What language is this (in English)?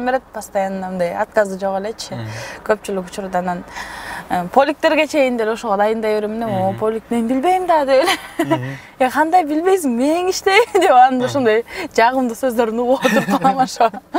Kyrgyz